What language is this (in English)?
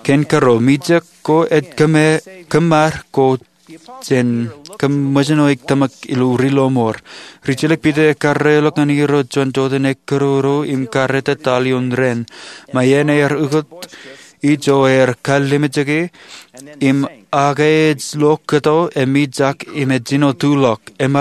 Marshallese